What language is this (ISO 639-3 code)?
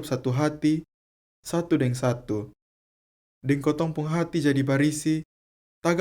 mkn